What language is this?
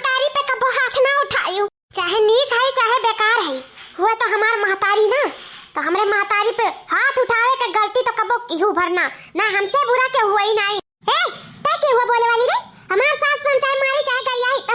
Awadhi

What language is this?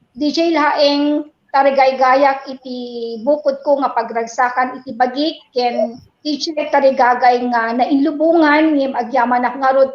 Iloko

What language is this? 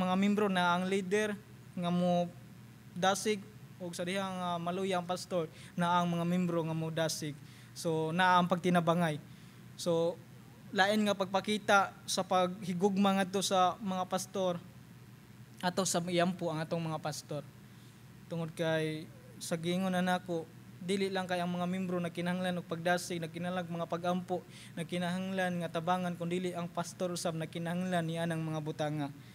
Cebuano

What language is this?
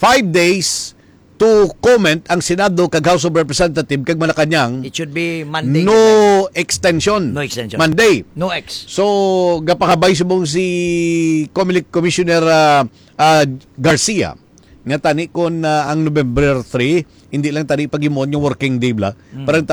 Hiligaynon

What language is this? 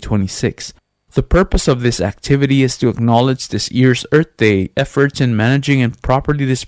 Palauan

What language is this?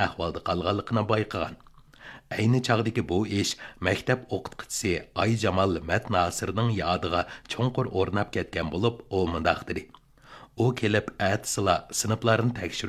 Uyghur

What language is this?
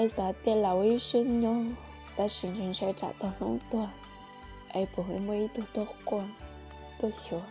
Hmong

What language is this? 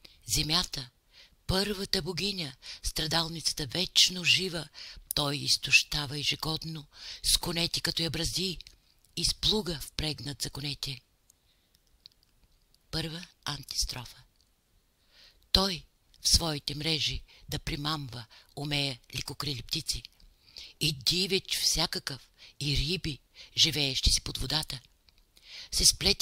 Bulgarian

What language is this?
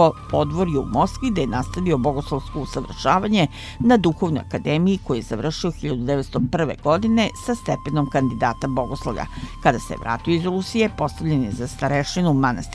Serbian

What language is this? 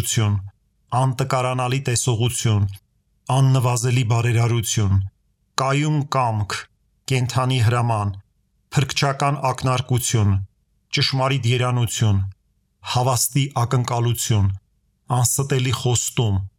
Armenian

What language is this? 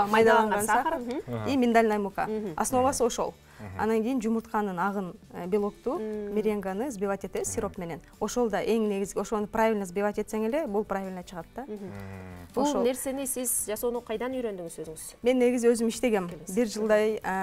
Kyrgyz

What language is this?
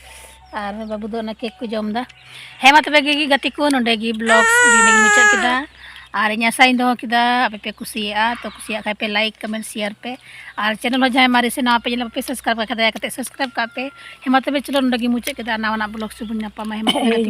Santali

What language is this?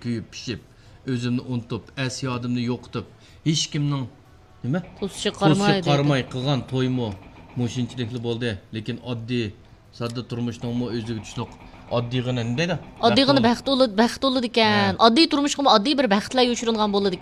Uyghur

